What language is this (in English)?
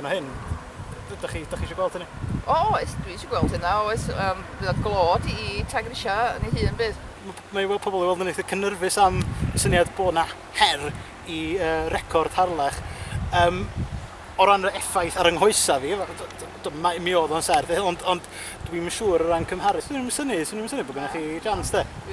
Welsh